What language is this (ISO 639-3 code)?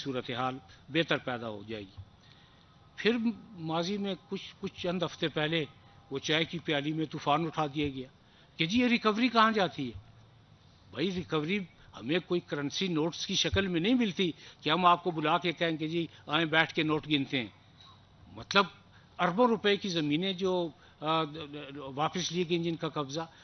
urd